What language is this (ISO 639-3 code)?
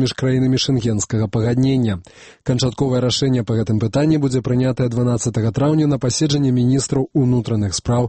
bel